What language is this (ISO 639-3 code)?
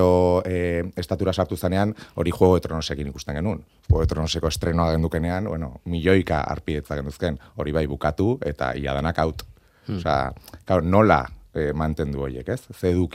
eus